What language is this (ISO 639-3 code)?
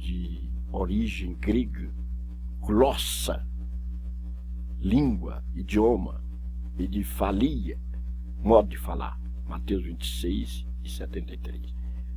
por